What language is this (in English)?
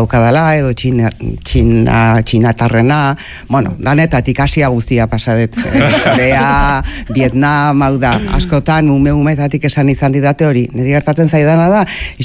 Basque